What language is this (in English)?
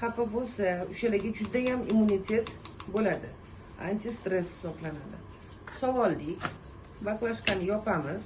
Uzbek